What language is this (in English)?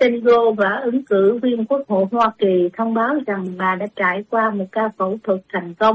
Vietnamese